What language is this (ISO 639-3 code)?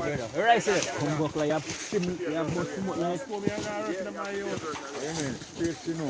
jam